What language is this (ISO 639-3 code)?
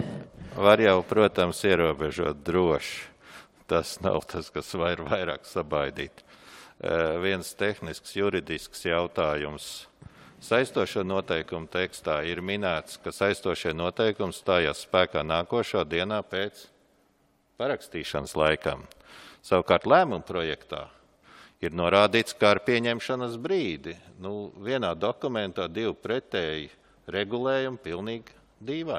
lav